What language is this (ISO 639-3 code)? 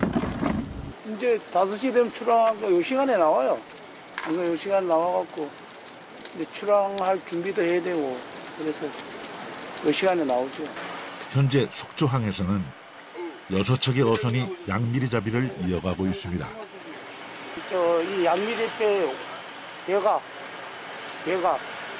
kor